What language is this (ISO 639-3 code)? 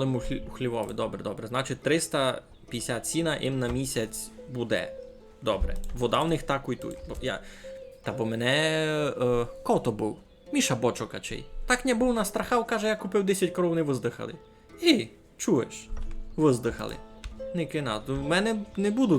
rue